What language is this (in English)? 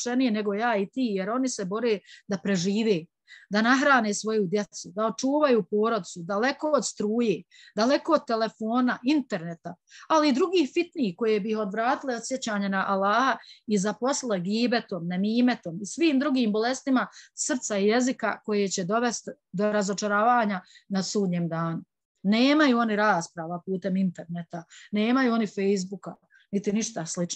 Bosnian